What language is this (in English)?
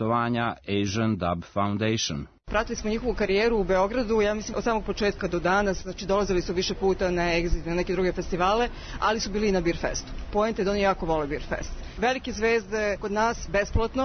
Serbian